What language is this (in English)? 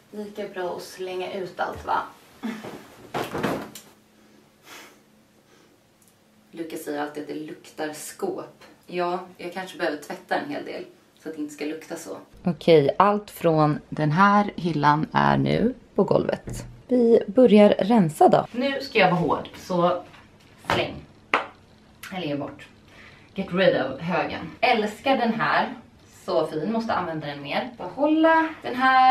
Swedish